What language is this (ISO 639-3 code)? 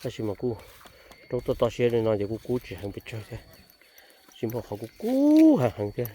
hmn